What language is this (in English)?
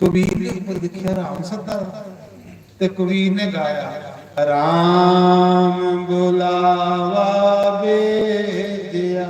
Dogri